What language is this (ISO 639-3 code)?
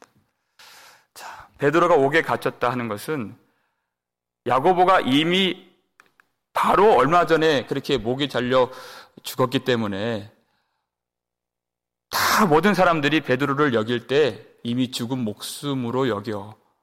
kor